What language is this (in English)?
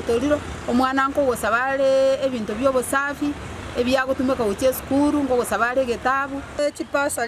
Gusii